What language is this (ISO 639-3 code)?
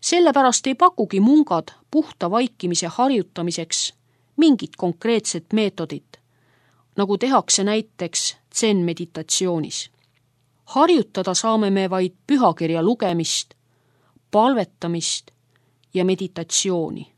est